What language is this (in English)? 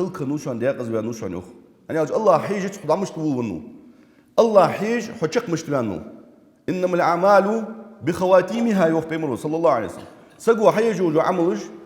Ingush